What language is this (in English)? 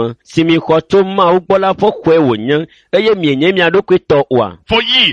Ewe